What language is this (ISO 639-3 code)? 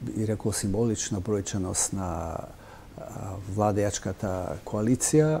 mkd